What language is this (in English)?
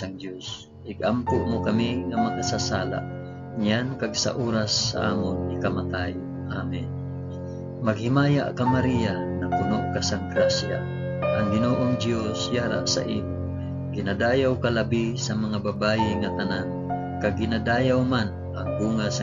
Hiligaynon